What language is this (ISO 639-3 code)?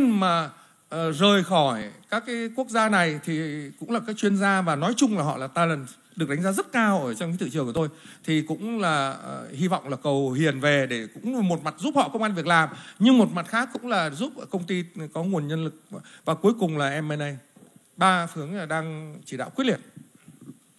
vie